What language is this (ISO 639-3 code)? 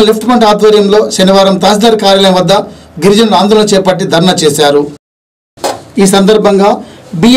tel